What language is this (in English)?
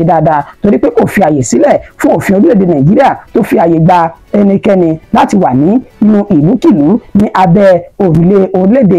Yoruba